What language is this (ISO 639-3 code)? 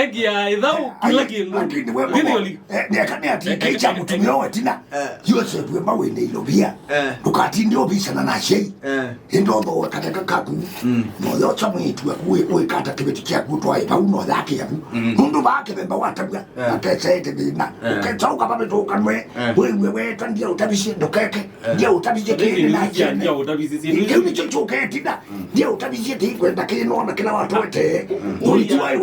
kam